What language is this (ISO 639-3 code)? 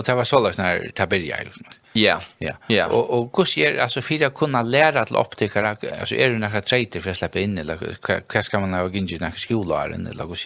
fao